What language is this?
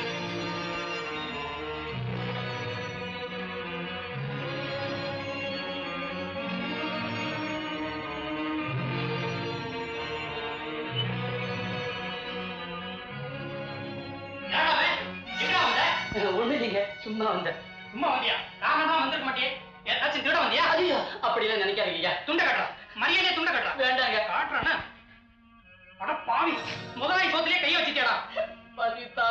Tamil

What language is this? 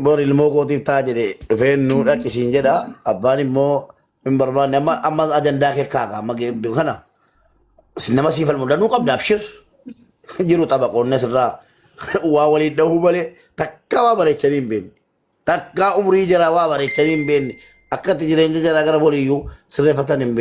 Oromo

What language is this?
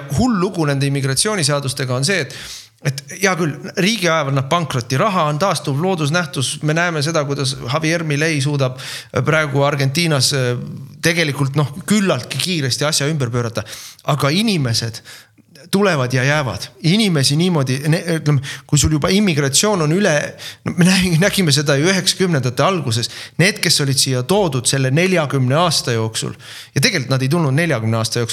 Estonian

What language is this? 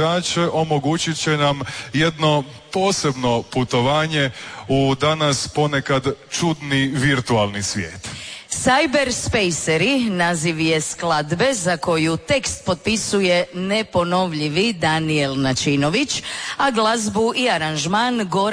Croatian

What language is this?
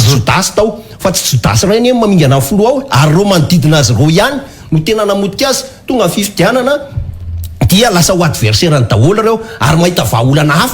Malagasy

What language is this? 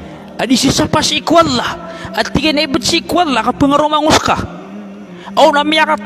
Maranao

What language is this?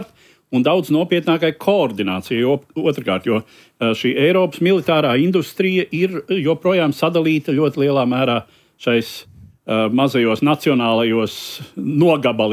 Latvian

